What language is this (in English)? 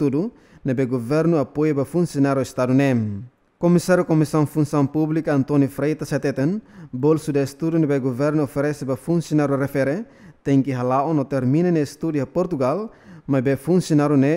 Tetum